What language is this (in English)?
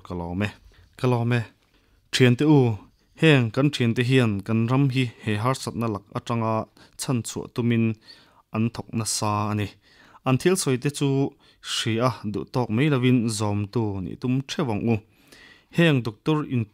Mizo